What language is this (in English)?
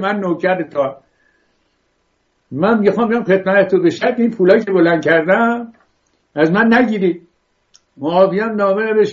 Persian